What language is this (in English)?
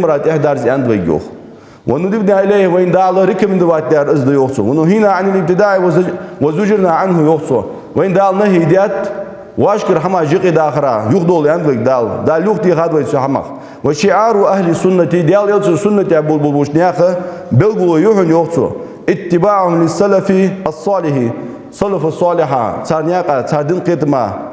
Ingush